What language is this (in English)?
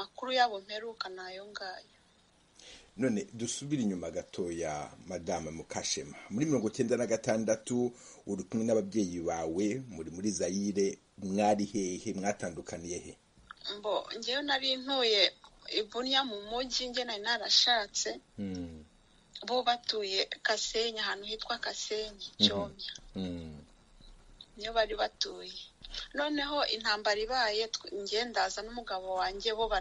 Kinyarwanda